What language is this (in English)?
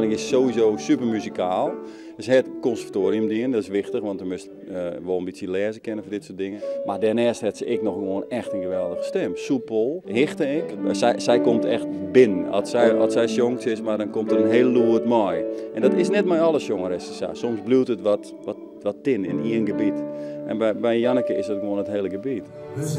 Western Frisian